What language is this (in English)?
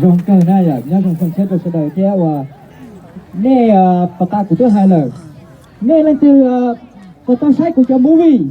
Hmong